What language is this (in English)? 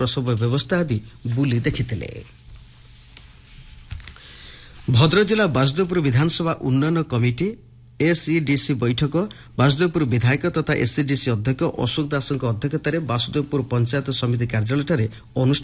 Odia